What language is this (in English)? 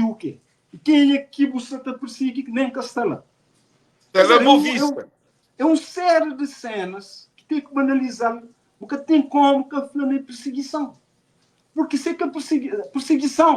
Kabuverdianu